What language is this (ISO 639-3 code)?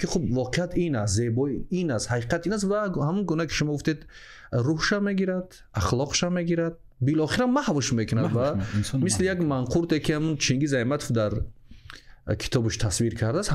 tgk